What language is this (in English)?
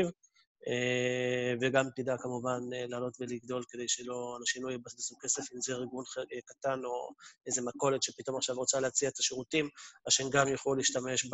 Hebrew